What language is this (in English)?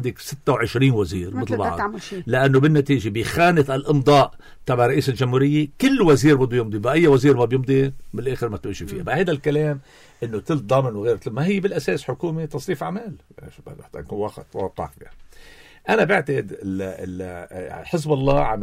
North Levantine Arabic